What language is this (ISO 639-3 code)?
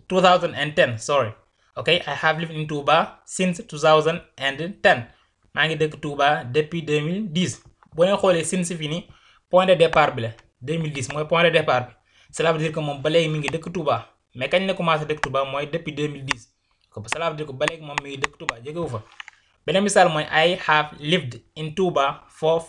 wol